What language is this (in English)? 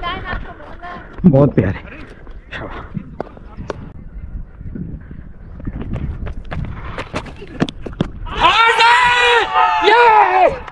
Hindi